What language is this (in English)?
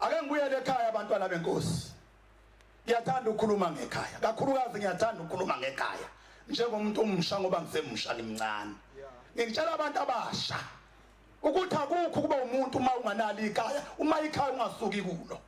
Zulu